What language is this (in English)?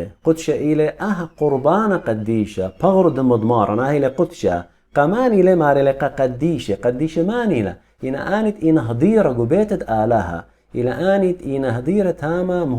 Assyrian Neo-Aramaic